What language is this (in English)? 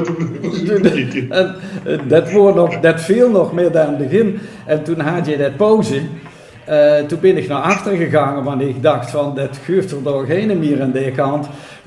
Limburgish